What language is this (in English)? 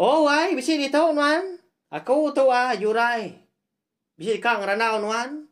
Iban